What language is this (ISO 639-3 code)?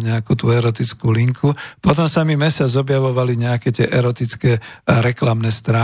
slk